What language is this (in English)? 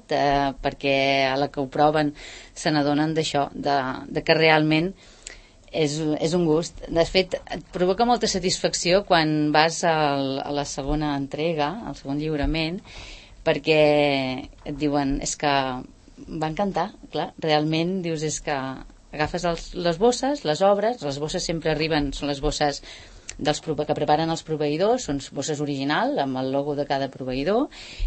Catalan